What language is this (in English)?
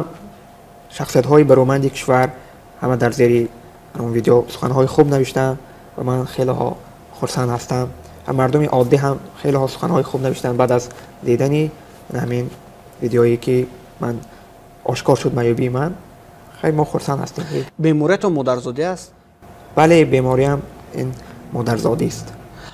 Tajik